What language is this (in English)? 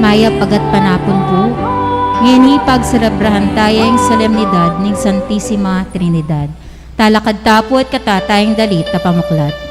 Pampanga